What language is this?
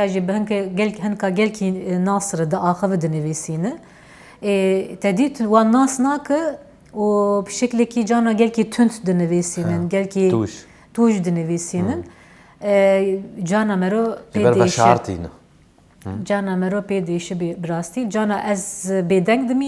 Kurdish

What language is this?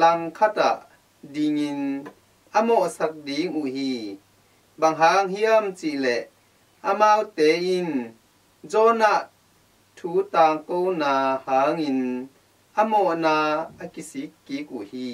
Tedim Chin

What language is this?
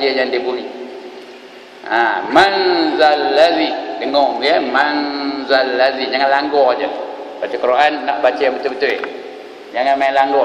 Malay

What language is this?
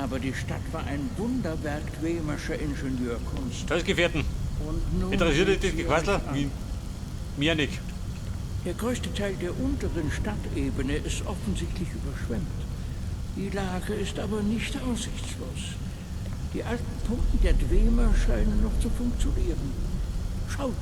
Bavarian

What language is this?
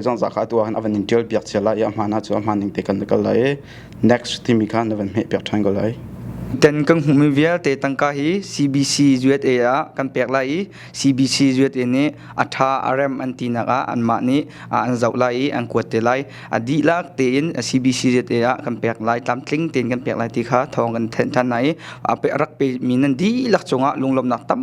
Hakha Chin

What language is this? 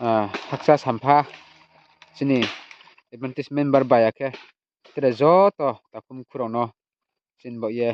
Riang (India)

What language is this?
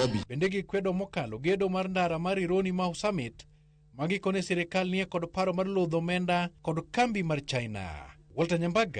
Luo (Kenya and Tanzania)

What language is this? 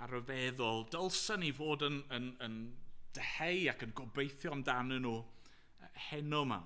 Welsh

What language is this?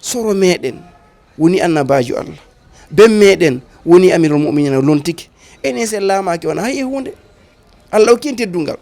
Fula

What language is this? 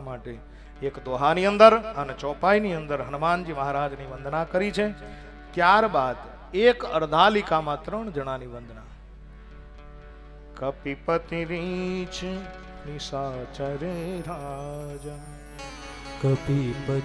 Gujarati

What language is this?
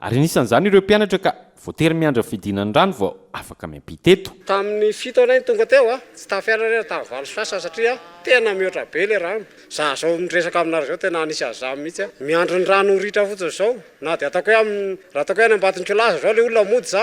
Malagasy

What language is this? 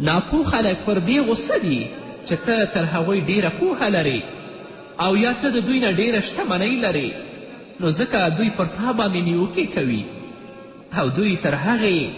Pashto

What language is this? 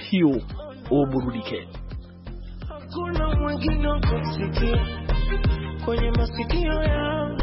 Swahili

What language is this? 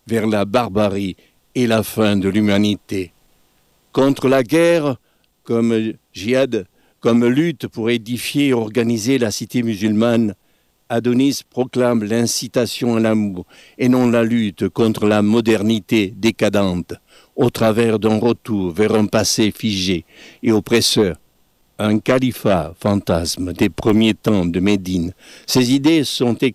French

